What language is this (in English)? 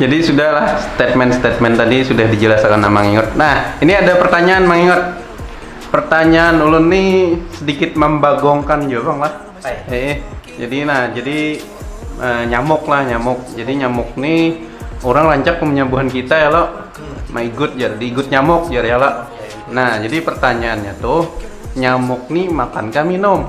Banjar